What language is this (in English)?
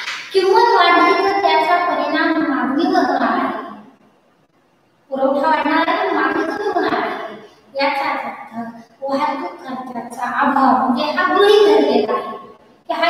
Marathi